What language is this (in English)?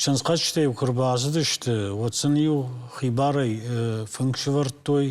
Ossetic